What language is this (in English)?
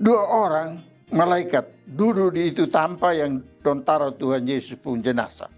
Kupang Malay